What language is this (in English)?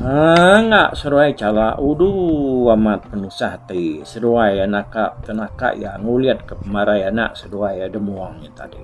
Iban